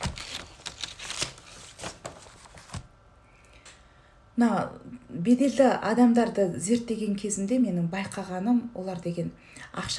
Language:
Kazakh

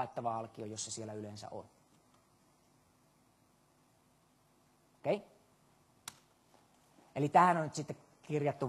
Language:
Finnish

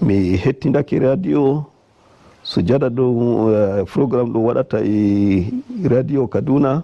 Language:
Nigerian Fulfulde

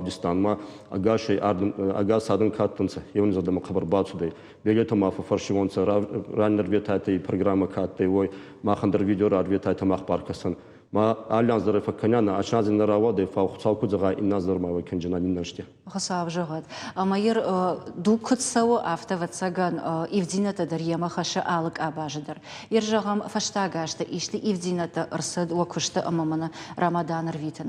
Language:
Ossetic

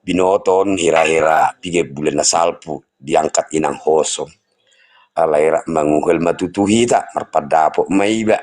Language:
Batak Toba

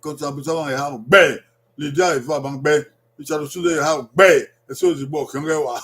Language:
Bini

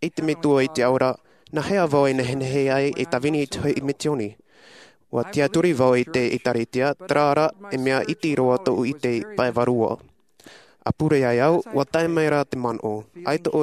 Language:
Tahitian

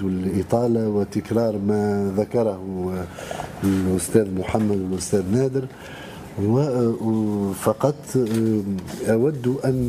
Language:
Tunisian Arabic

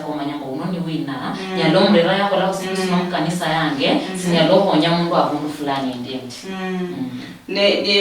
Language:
Luyia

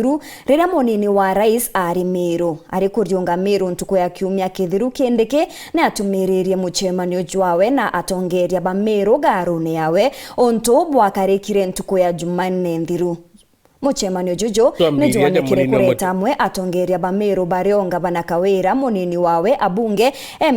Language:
Meru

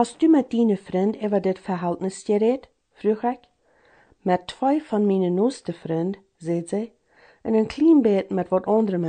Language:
Plautdietsch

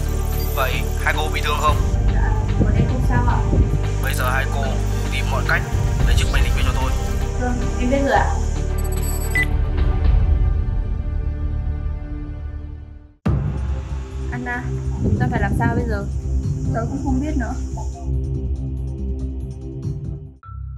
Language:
Vietnamese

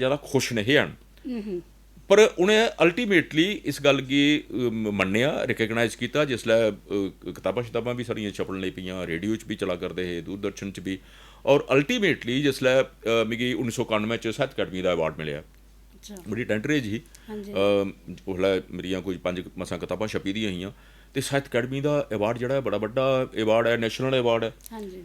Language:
Dogri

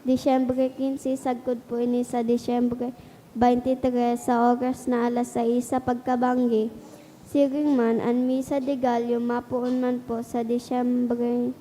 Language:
Bikol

